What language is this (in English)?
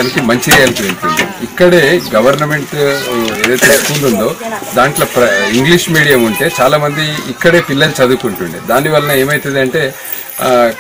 Telugu